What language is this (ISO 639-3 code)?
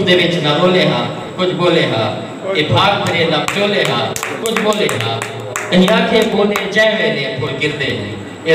skr